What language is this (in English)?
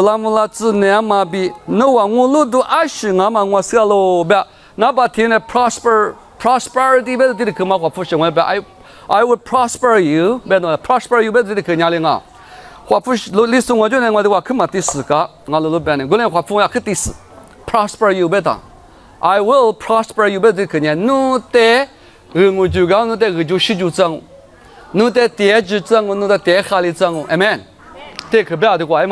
Lisu